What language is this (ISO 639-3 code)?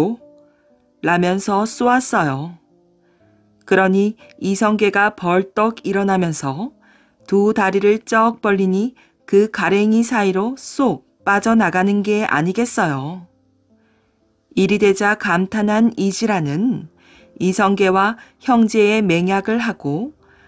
kor